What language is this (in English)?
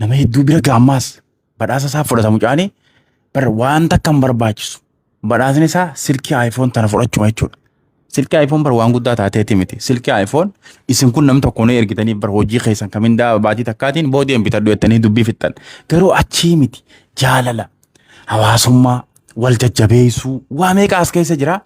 Oromo